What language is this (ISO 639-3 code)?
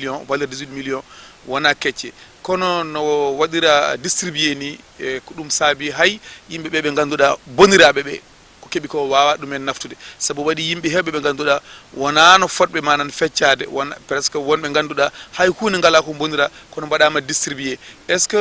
ful